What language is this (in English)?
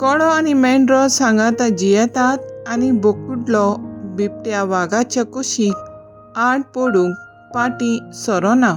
Konkani